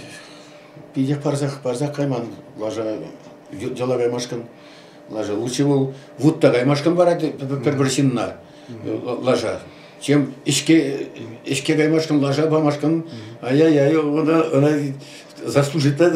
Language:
Chuvash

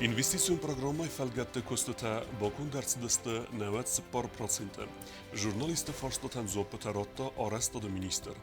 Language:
Ossetic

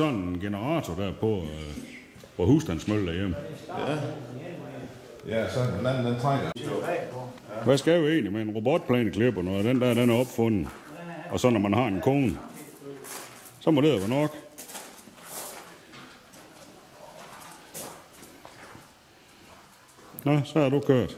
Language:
Danish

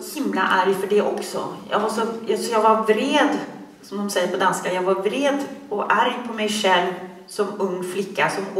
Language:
Swedish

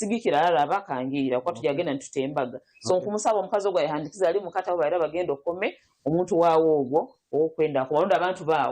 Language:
Nyankole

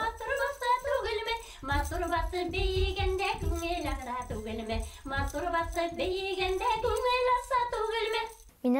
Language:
Bashkir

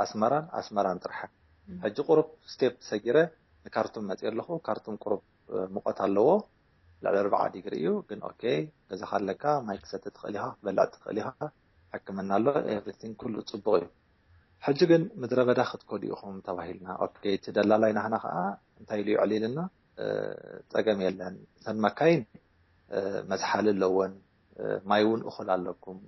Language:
Tigrinya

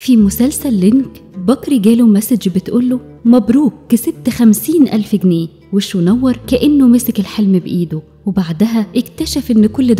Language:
Egyptian Arabic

